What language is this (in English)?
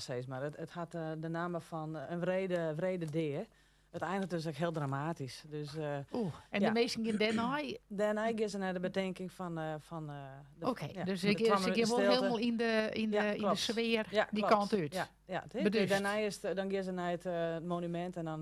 Western Frisian